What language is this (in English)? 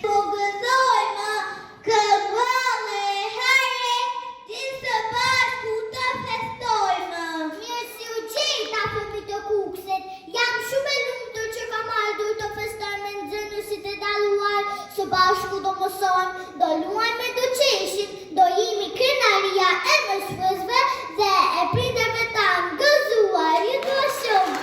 Albanian